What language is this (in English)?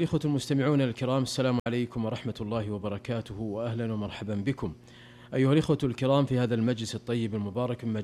Arabic